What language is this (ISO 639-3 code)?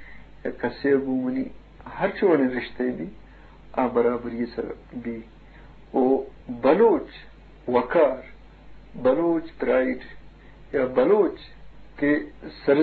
bgp